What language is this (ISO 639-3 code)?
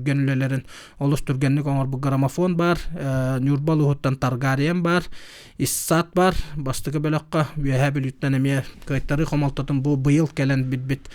sah